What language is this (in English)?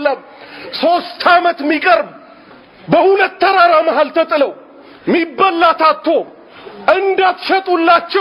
Amharic